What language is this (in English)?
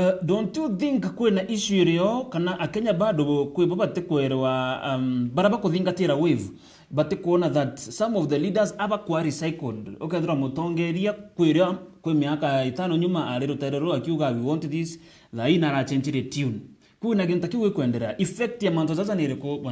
Meru